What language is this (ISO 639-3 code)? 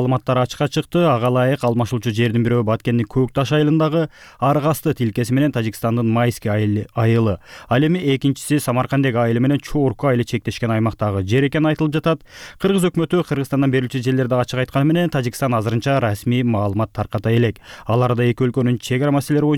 kir